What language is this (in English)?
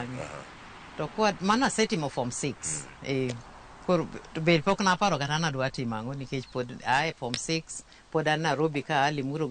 Luo (Kenya and Tanzania)